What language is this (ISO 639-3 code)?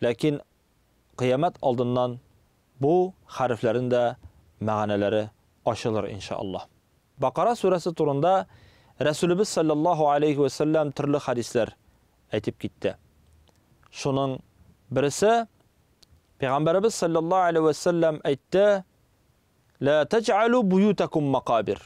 tat